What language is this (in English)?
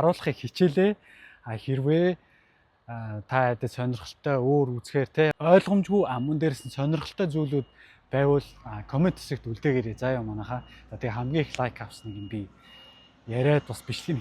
Mongolian